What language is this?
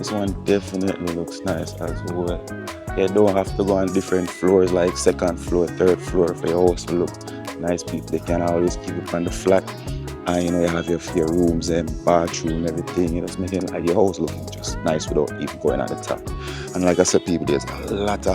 Jamaican Creole English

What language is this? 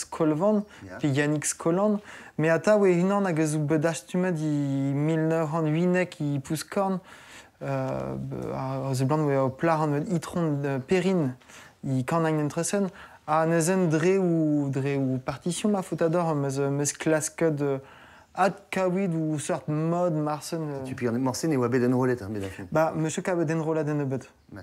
Breton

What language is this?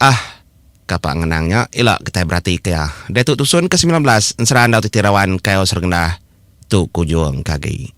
Iban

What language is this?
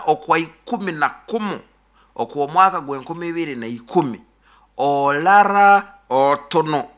Nyoro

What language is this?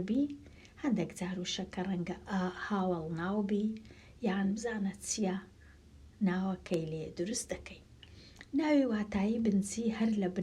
Central Kurdish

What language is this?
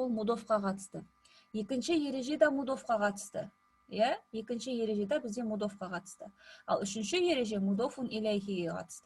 Kazakh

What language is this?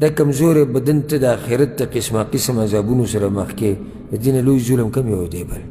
Pashto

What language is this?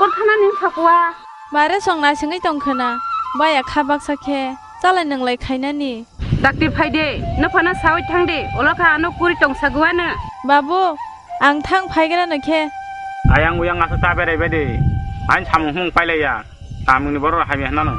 Kok Borok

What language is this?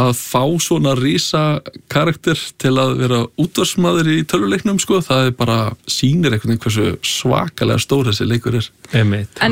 Icelandic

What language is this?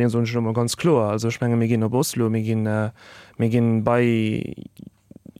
Luxembourgish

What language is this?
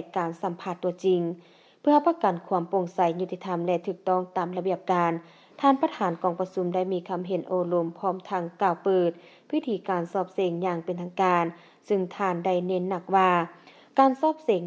Lao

